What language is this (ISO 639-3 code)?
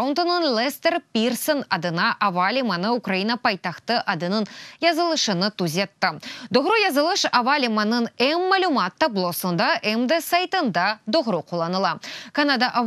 crh